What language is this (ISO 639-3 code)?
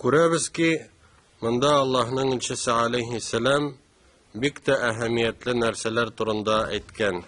tat